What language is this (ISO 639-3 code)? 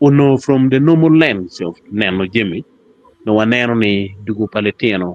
ach